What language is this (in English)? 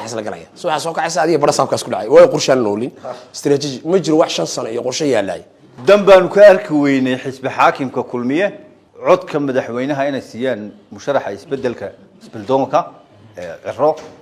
Somali